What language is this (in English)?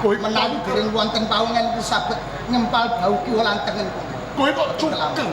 Javanese